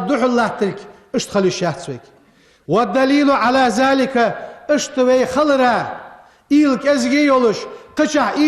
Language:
Ingush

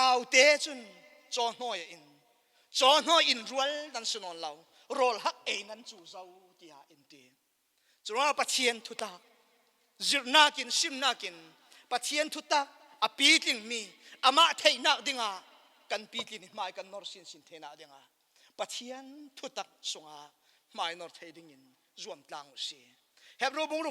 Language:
Falam Chin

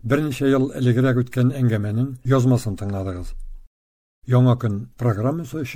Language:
Tatar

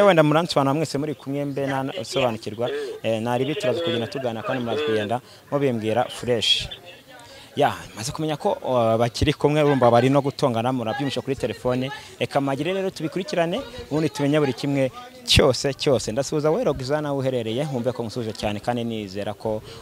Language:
Kinyarwanda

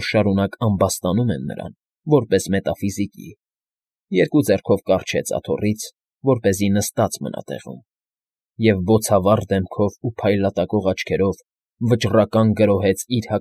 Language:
Armenian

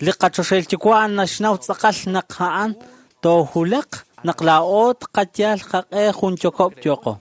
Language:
Kekchí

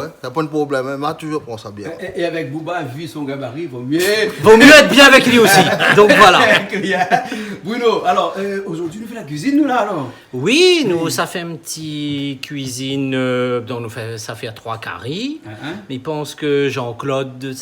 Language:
Réunion Creole French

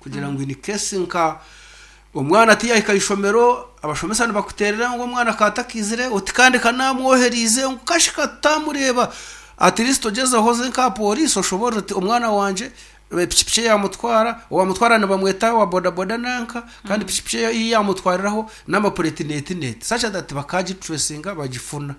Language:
Nyankole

